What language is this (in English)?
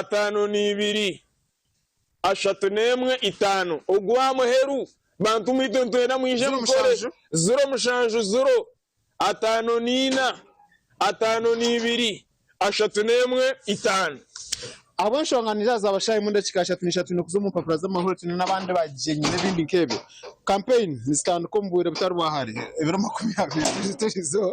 Nyankole